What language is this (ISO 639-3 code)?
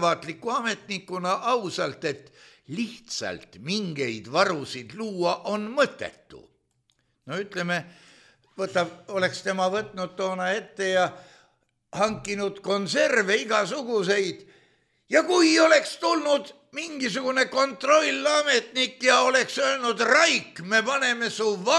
est